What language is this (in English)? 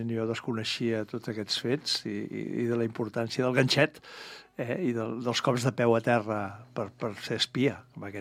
Catalan